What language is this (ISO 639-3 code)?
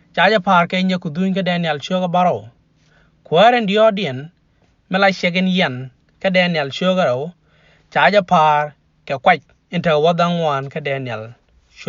nus